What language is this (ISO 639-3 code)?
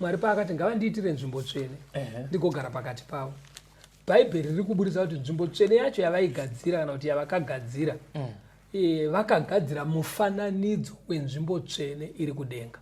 sna